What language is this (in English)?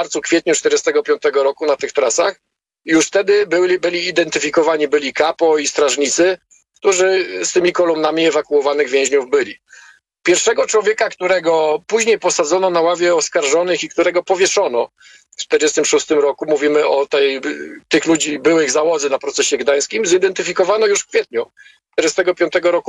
Polish